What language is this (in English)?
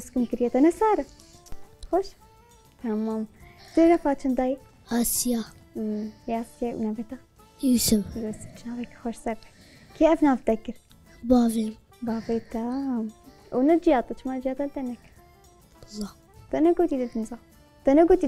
Kurdish